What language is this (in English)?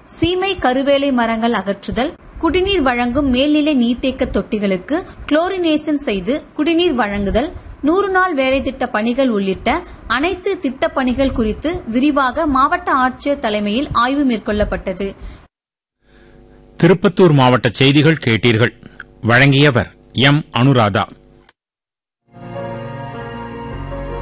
Tamil